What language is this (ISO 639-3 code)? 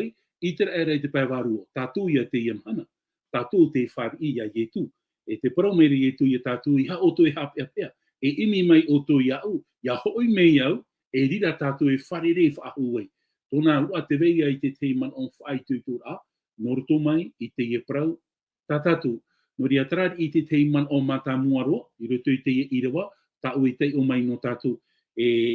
tah